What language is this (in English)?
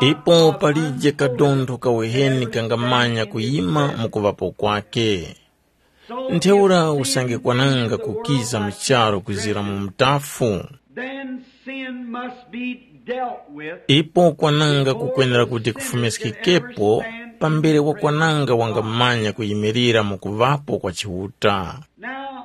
Tumbuka